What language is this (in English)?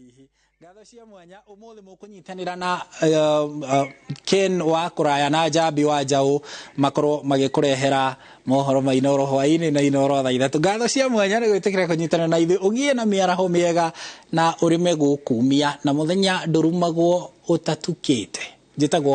Kikuyu